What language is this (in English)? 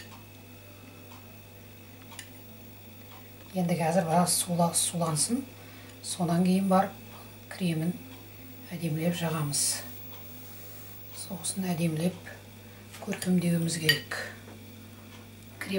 Kazakh